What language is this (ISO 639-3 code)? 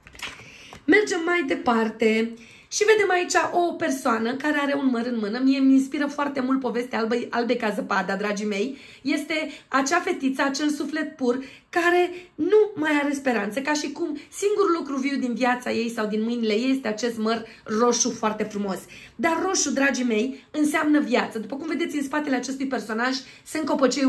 ron